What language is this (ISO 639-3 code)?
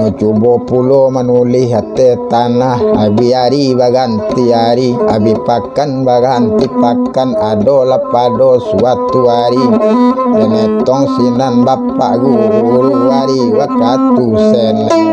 min